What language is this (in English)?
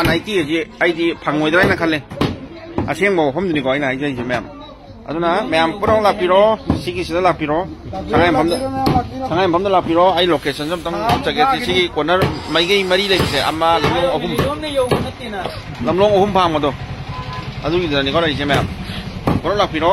Manipuri